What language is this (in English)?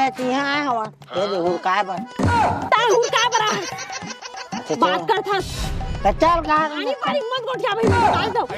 Chhattisgarhi